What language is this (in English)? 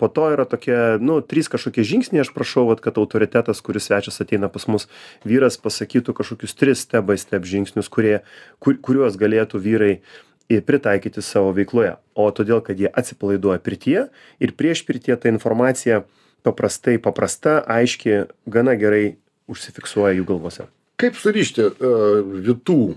Lithuanian